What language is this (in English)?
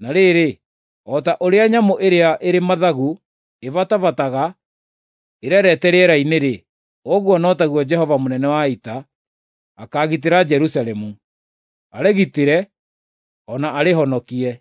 Kikuyu